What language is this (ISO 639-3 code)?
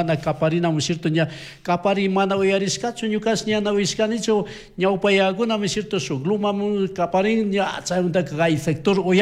qug